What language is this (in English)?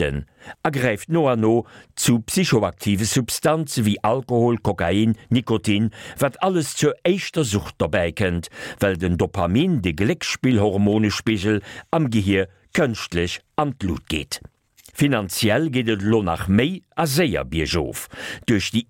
Luxembourgish